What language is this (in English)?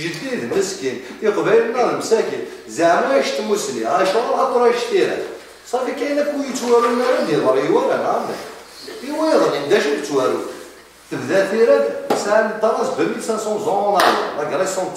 Kabyle